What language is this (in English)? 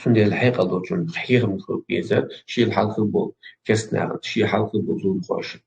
Chechen